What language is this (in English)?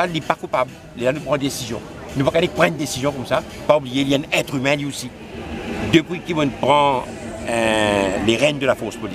Morisyen